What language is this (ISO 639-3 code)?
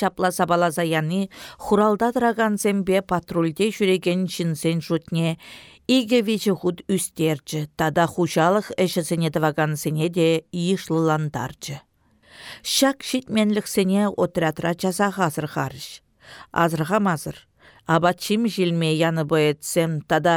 chv